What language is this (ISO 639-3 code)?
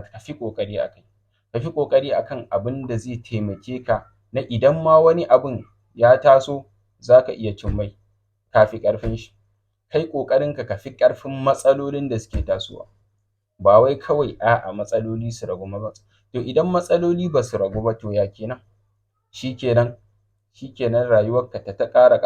hau